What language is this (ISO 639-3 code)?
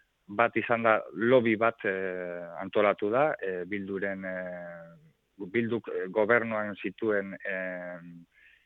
eus